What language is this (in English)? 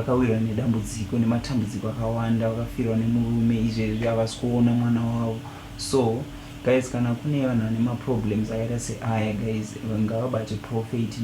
Shona